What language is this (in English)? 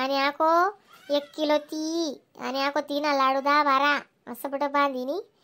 Khandesi